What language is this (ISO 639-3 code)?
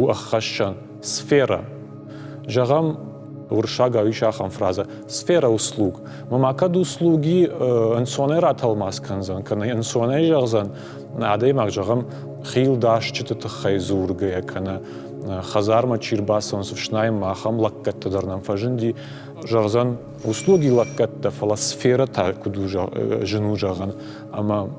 oss